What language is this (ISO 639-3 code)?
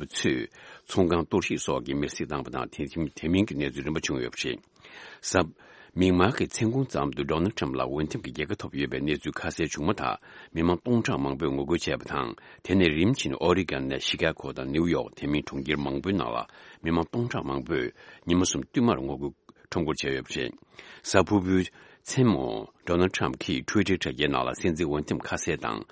bod